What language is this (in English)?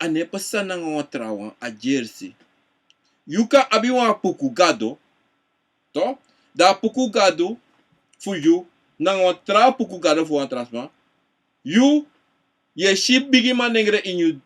Sranan Tongo